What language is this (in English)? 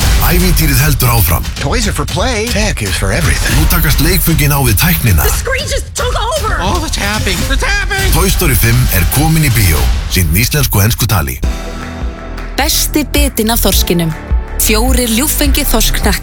Icelandic